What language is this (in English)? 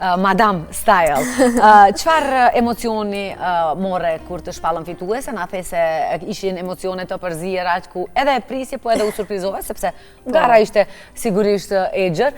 Albanian